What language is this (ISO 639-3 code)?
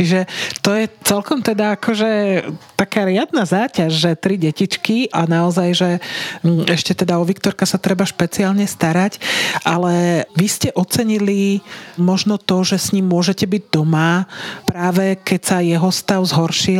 slk